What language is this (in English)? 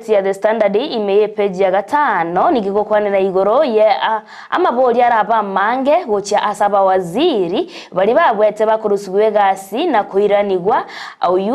Gusii